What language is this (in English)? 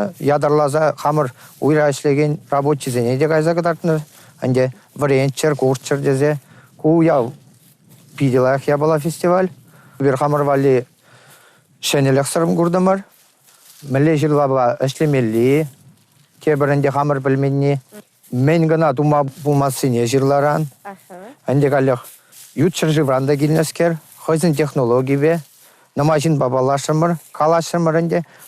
Chuvash